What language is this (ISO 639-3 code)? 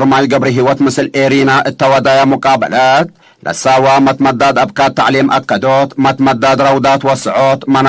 tig